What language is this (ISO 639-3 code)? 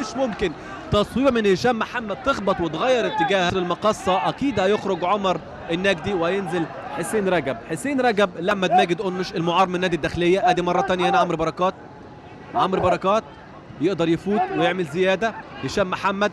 arz